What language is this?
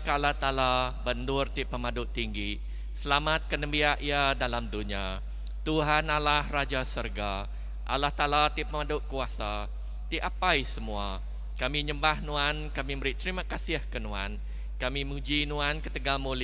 Iban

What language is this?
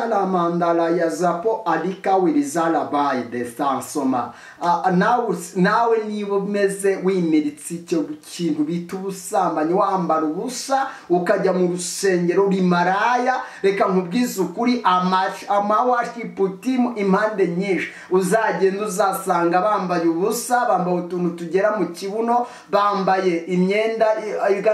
Kinyarwanda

